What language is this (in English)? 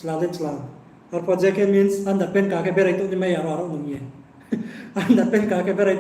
Riang (India)